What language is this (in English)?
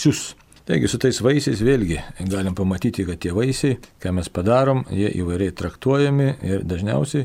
Lithuanian